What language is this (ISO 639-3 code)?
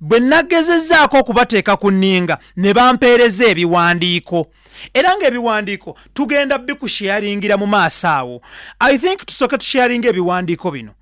lug